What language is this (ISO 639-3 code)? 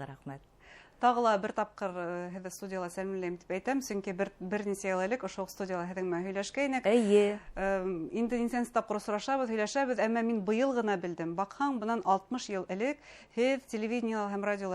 bak